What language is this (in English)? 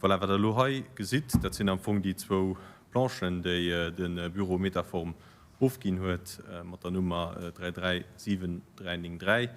Luxembourgish